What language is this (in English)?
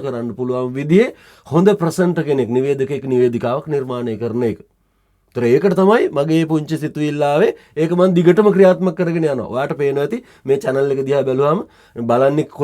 Sinhala